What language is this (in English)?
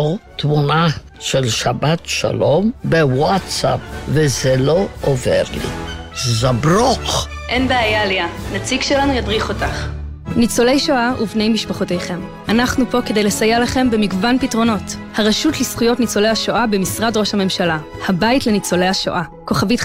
Hebrew